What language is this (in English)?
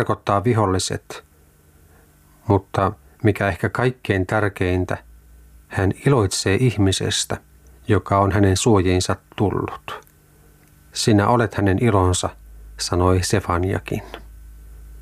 Finnish